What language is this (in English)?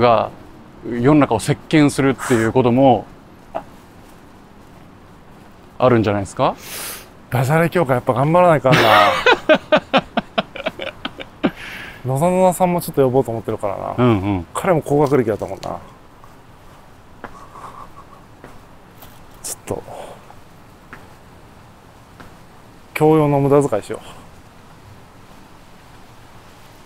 Japanese